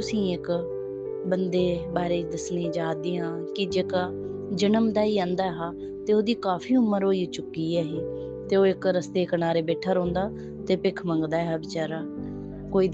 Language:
Dogri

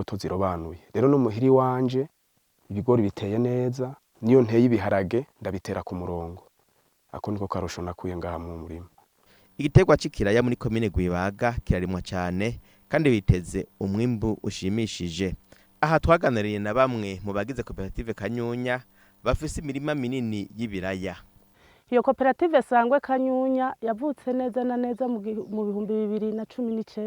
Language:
Rundi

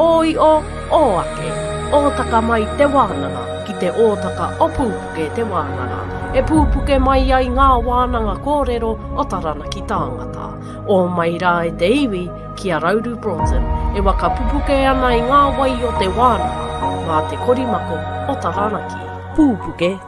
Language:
Māori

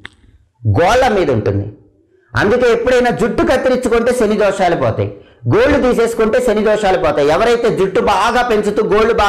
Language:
Telugu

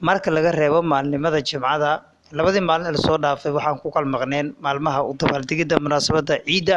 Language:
Somali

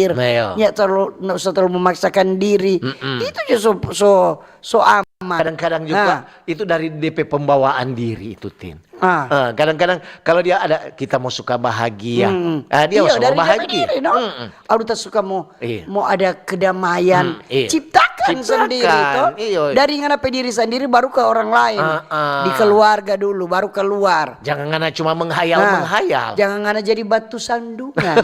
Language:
Manado Malay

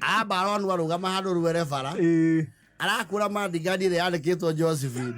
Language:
Kikuyu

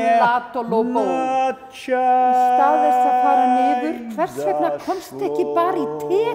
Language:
Icelandic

